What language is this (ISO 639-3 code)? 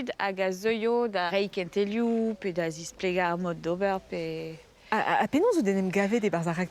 bre